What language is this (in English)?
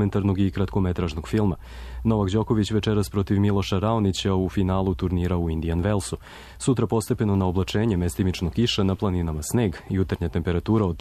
Serbian